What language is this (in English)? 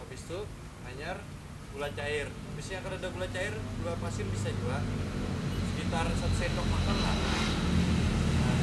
Banjar